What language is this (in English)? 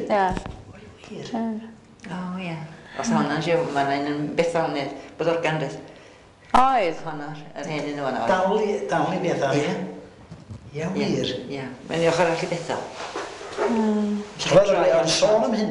Welsh